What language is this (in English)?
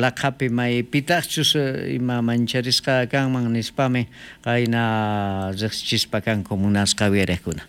South Bolivian Quechua